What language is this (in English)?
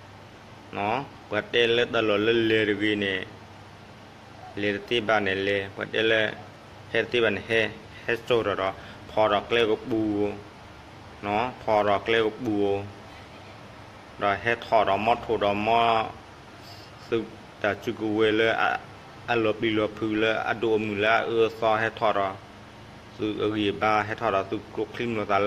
S'gaw Karen